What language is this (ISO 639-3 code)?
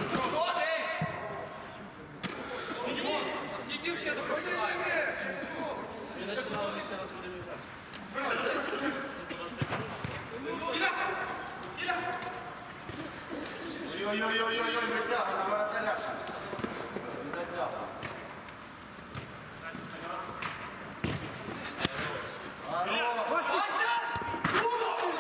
ukr